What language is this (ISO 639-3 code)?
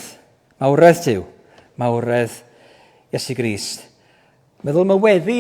cym